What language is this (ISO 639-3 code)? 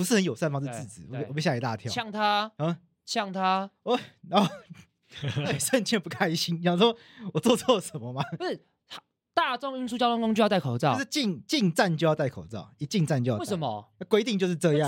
zho